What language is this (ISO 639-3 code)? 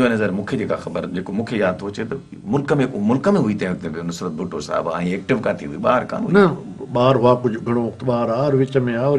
snd